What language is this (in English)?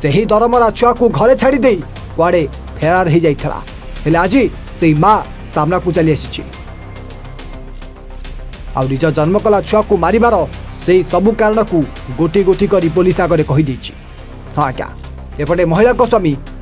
Odia